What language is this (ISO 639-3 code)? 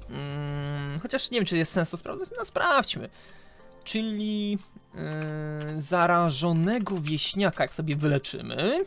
pol